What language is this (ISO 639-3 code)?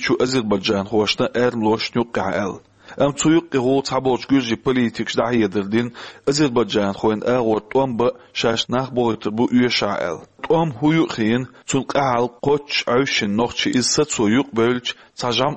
che